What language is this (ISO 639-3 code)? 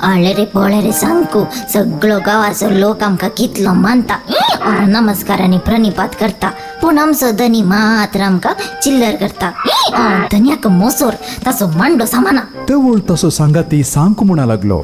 kok